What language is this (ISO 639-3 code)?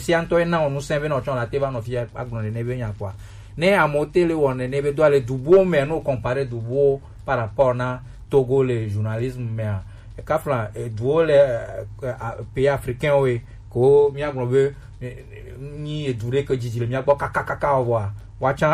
gej